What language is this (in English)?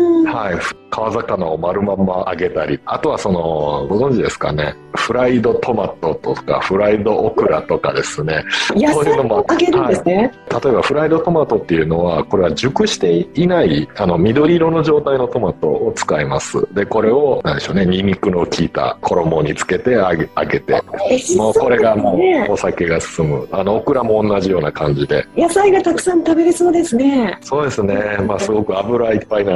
Japanese